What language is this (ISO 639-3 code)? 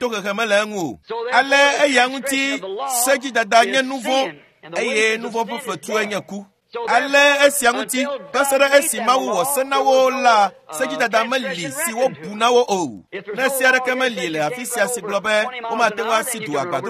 ewe